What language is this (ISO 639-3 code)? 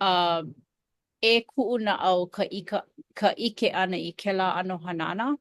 haw